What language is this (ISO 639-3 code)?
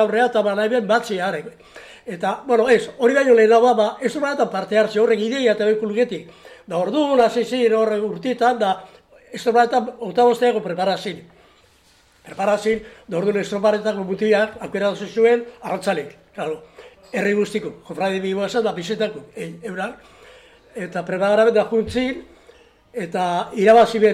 eus